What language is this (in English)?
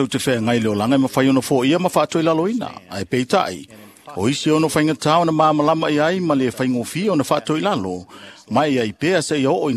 Samoan